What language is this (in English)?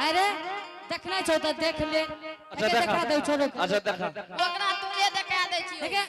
Angika